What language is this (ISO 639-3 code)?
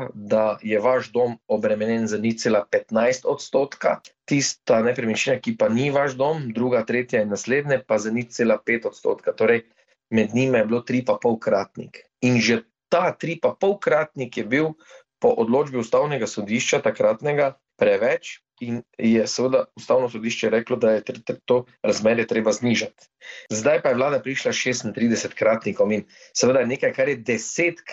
slv